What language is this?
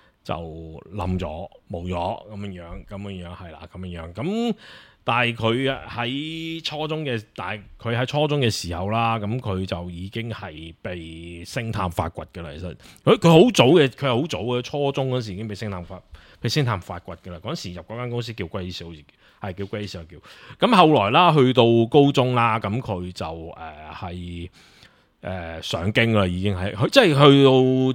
Cantonese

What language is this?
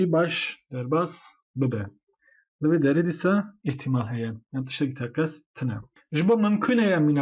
Kurdish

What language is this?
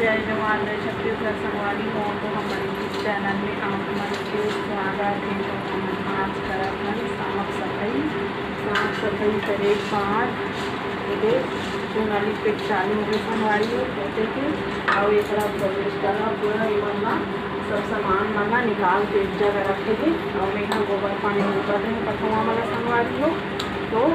Chhattisgarhi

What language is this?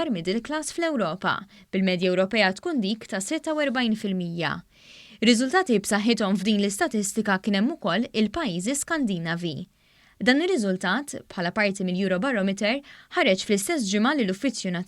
Maltese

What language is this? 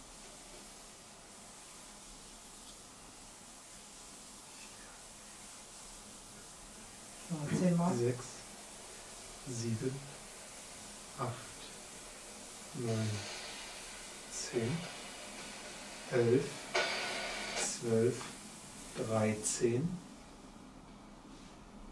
German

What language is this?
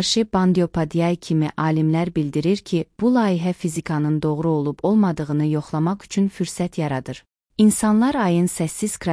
Azerbaijani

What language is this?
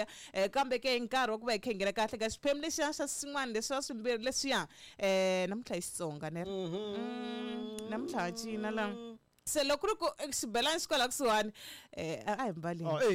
Tsonga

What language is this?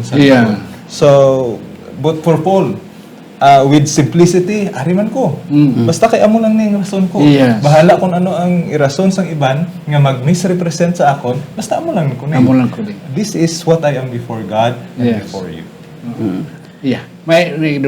Hiligaynon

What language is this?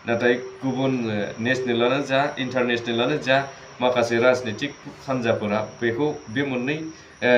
Bodo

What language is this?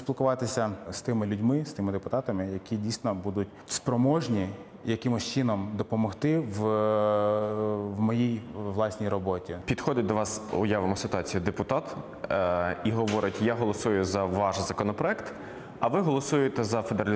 Ukrainian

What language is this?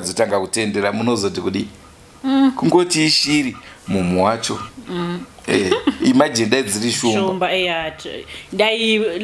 Shona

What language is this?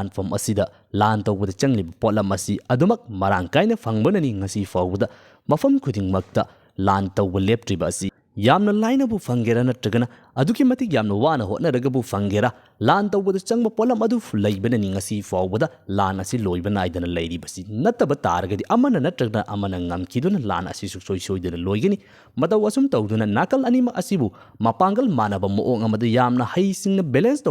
Manipuri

